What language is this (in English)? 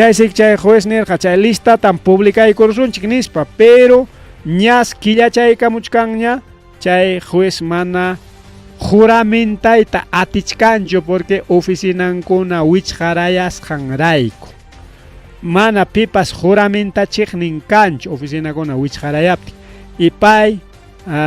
Ayacucho Quechua